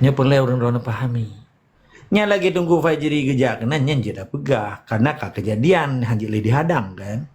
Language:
Achinese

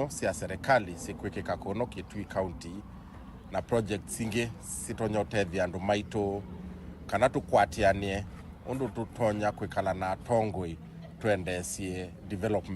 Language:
Kamba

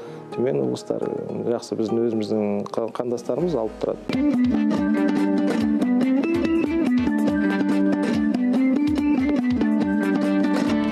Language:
Kazakh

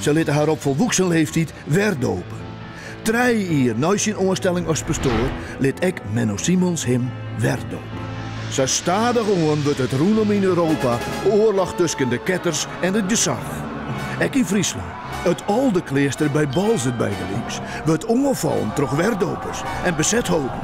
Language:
Western Frisian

